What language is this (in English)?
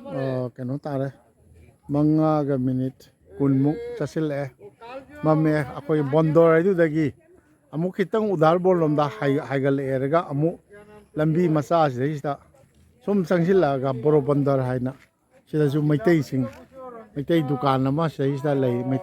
Manipuri